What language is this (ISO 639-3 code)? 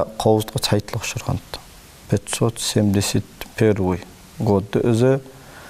inh